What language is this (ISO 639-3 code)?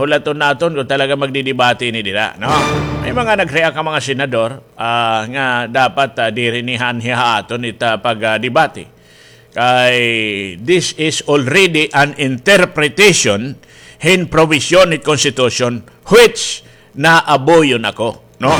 war